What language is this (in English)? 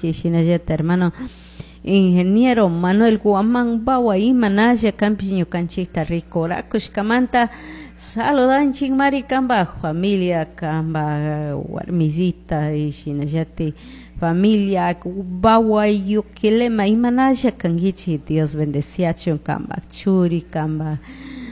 Chimborazo Highland Quichua